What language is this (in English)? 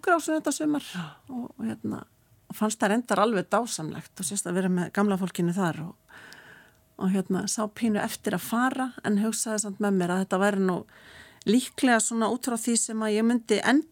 Icelandic